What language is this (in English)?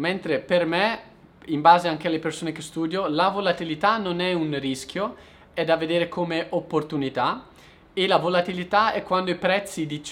Italian